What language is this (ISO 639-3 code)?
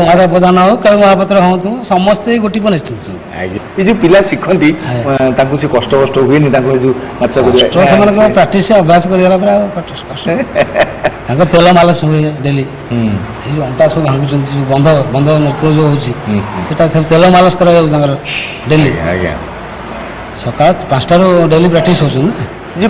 ori